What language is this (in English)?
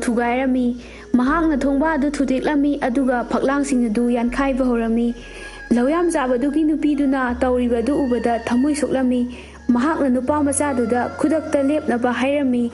Manipuri